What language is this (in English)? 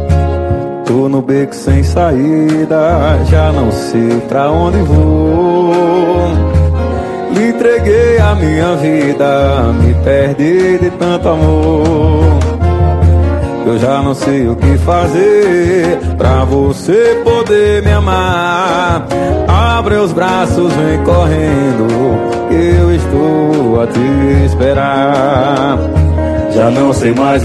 Portuguese